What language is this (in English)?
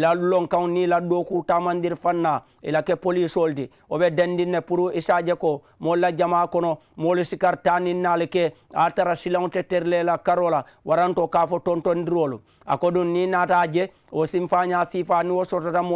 Mandingo